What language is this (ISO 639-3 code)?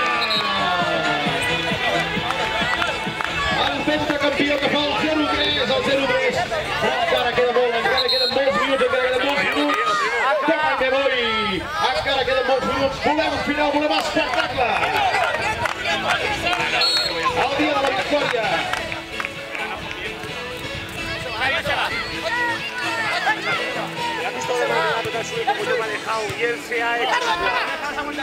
cat